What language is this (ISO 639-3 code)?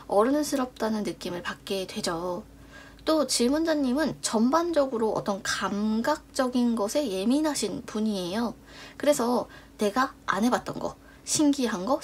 kor